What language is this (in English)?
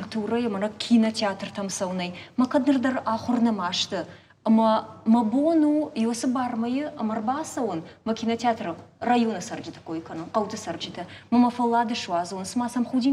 Ossetic